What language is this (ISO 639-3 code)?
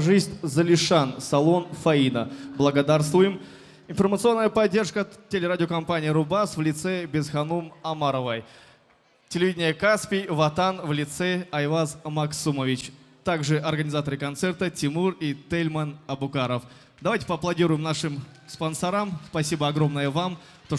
tab